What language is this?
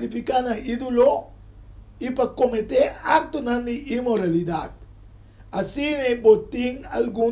Papiamento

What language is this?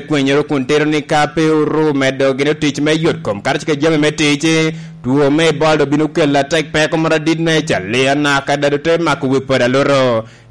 Lango (Uganda)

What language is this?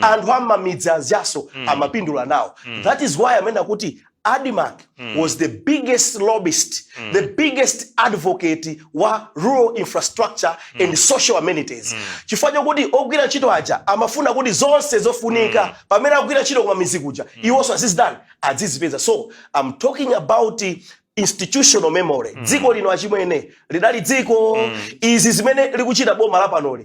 Nyanja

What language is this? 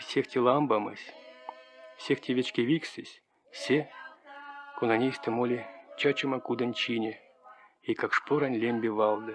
Erzya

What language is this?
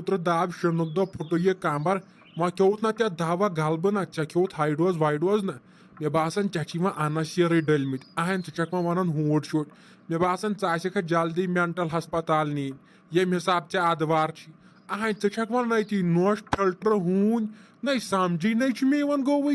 Kashmiri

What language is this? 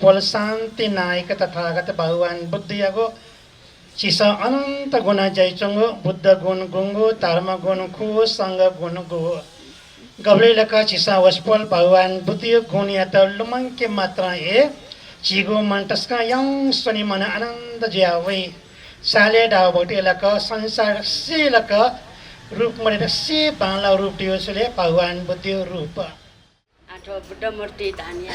Newari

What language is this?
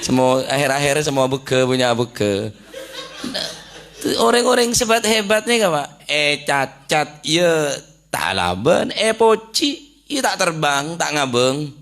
Madurese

